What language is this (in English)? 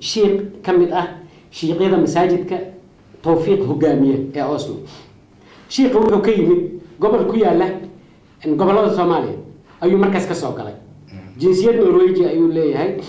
Somali